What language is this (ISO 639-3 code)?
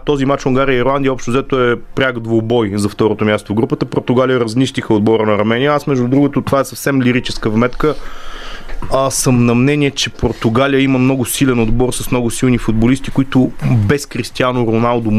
bul